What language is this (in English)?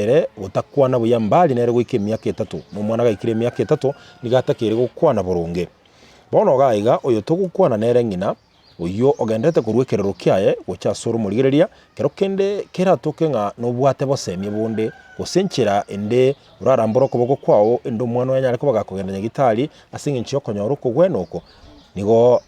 Gusii